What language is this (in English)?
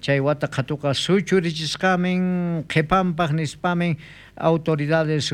South Bolivian Quechua